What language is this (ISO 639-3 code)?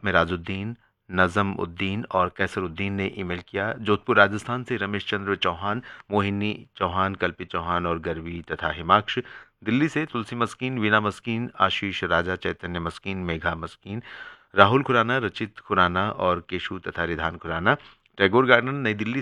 hin